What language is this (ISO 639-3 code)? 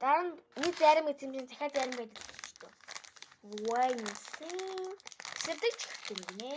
mon